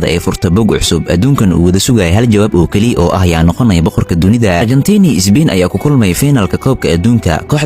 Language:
Somali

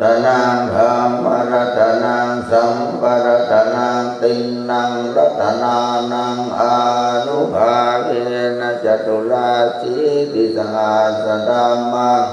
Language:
Pali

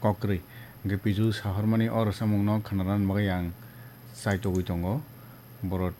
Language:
Kok Borok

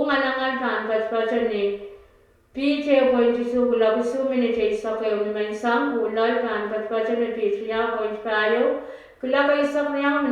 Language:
Pohnpeian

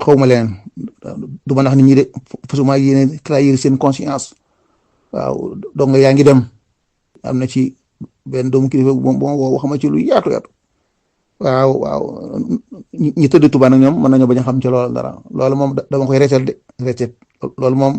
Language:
Wolof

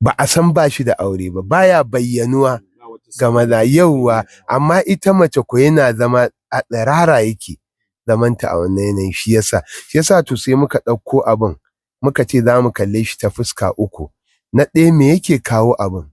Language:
Hausa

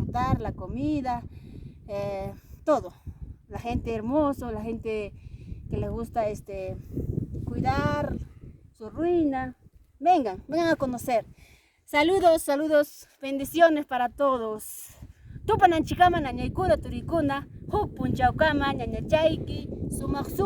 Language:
Ayacucho Quechua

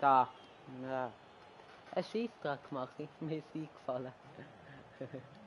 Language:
Swiss German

